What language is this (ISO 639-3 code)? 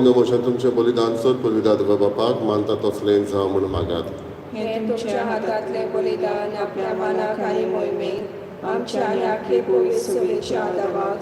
kok